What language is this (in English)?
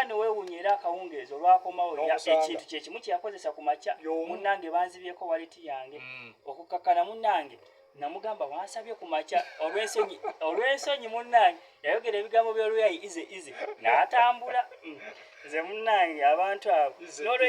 Ganda